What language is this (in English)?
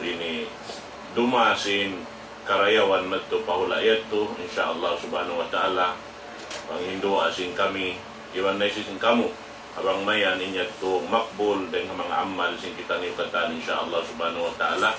Tausug